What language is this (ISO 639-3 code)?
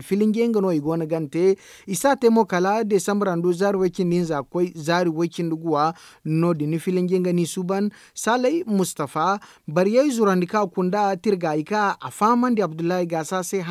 dje